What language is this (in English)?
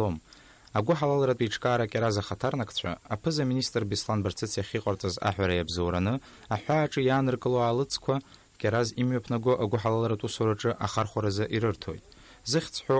Abkhazian